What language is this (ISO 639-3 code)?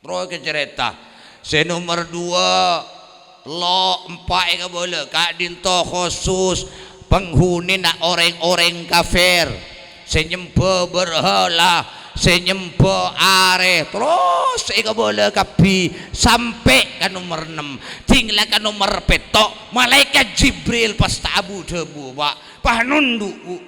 mad